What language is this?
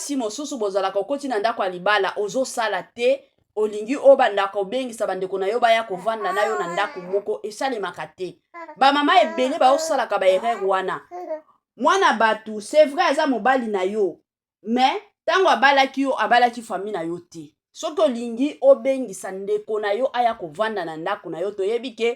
Lingala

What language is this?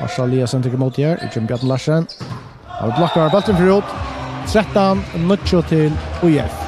Faroese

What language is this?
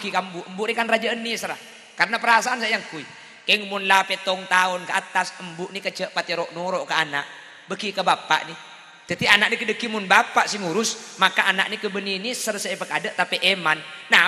Madurese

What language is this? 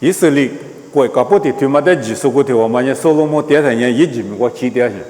Lisu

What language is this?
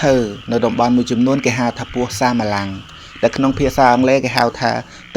Khmer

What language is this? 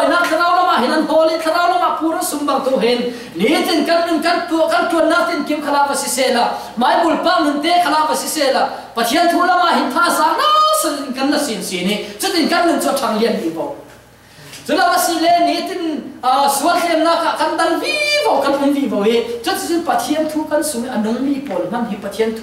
Falam Chin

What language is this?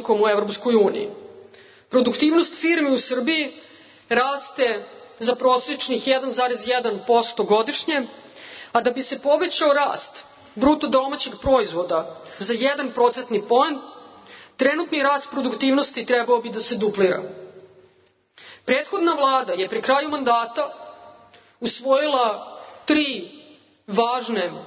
Serbian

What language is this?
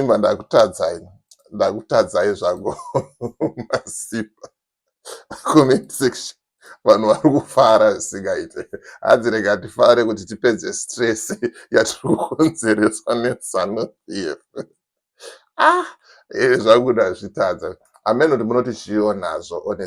Shona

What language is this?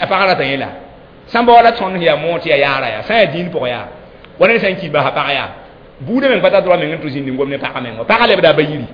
Mossi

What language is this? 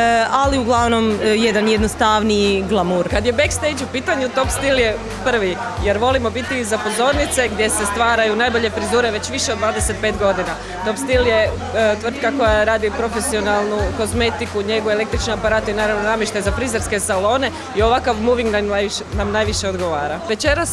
Croatian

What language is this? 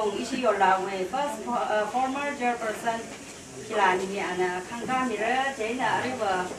Tangkhul Naga (India)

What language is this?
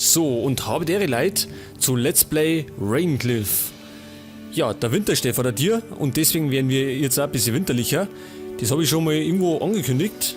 Bavarian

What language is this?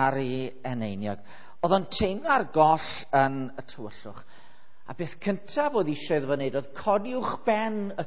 Welsh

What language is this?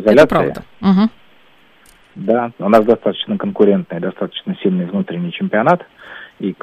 Russian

